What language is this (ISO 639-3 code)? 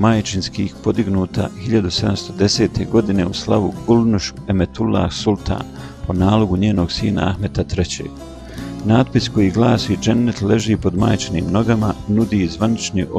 bos